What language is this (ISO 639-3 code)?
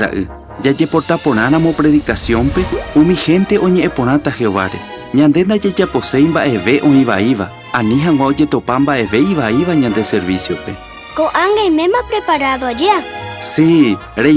grn